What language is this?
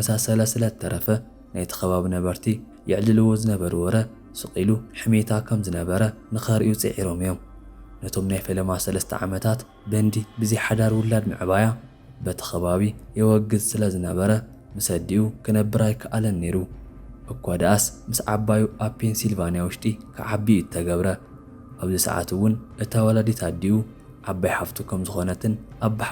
Tigrinya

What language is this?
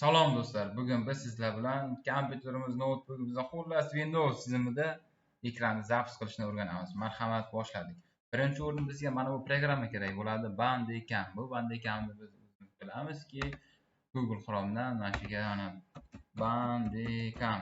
Uzbek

